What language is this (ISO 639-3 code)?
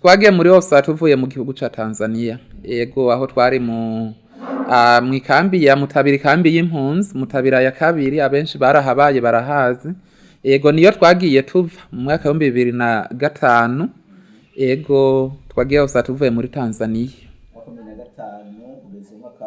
run